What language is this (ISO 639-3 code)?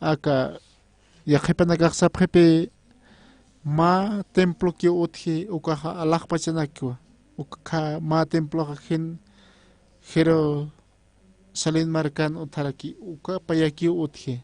aym